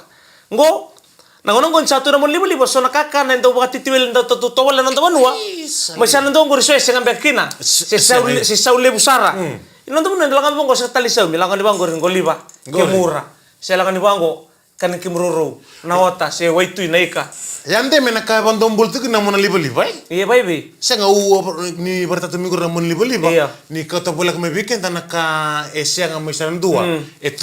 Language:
Fijian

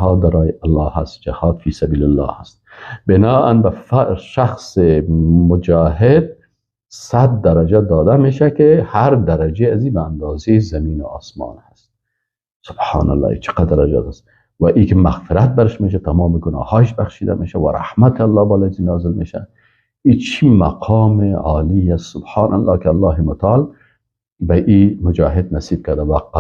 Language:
Persian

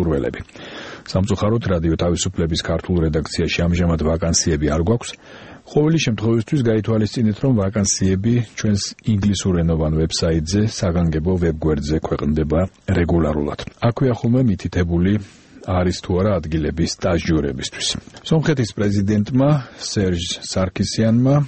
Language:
Georgian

